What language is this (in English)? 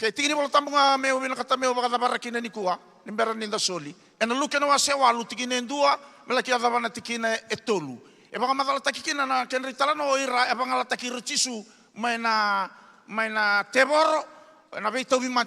Fijian